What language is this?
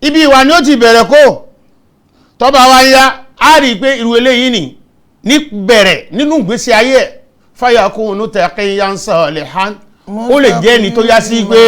Yoruba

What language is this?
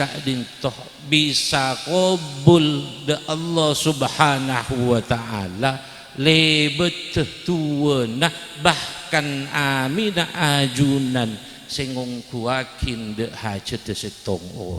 Madurese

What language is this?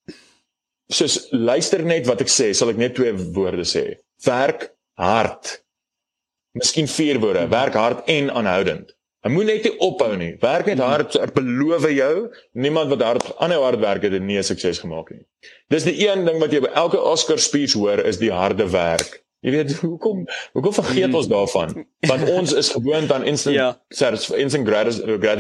Afrikaans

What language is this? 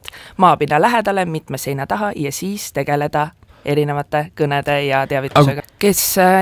Estonian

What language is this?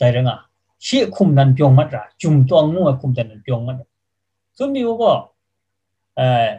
Kachin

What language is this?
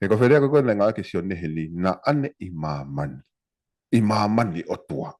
Tongan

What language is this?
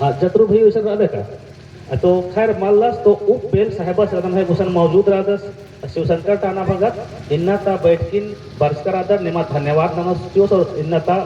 Kurukh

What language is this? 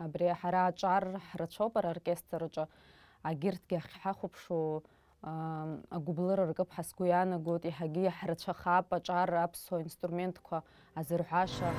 Abkhazian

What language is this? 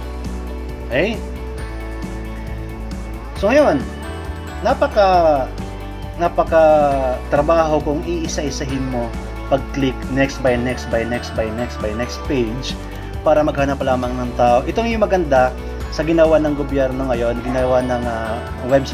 Filipino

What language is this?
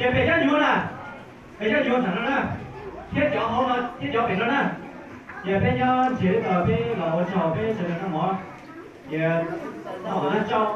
Hmong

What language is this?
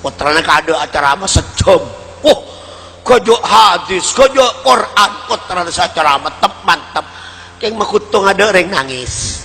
Madurese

